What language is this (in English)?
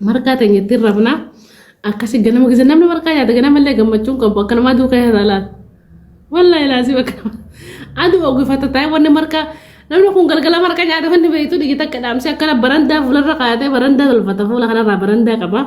Oromo